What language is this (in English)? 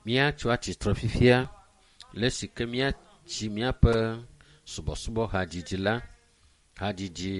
Ewe